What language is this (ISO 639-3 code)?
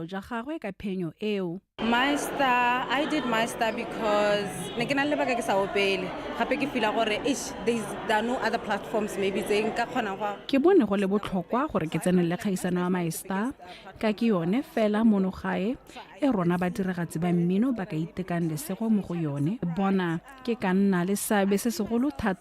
tsn